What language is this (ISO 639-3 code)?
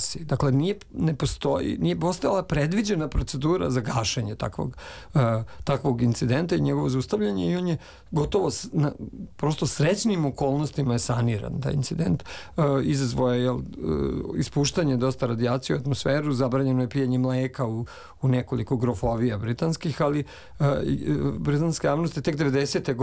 srp